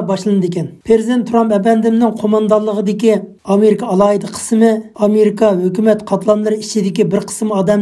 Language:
Uyghur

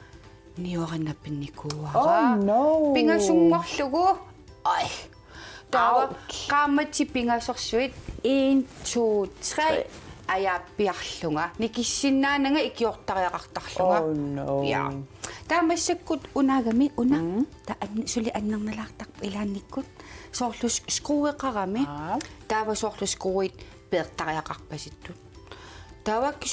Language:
Kalaallisut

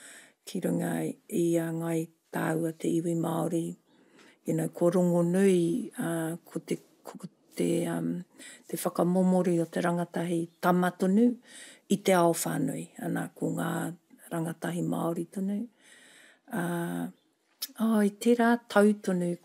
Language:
Māori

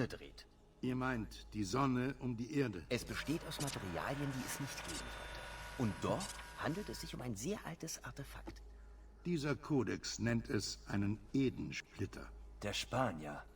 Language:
Bavarian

